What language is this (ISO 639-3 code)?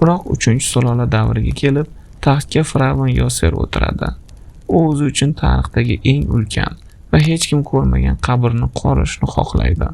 uzb